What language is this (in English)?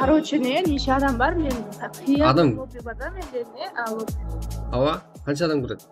Kara-Kalpak